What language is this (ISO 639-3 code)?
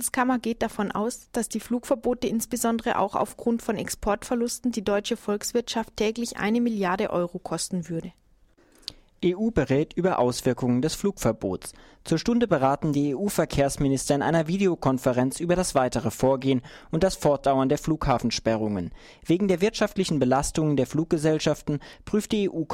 deu